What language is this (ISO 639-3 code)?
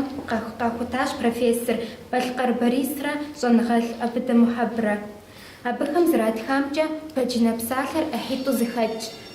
kbd